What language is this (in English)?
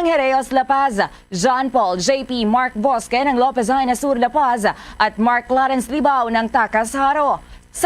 Hiligaynon